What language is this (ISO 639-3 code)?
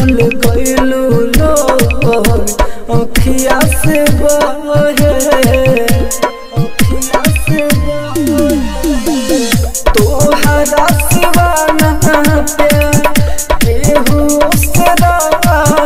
bho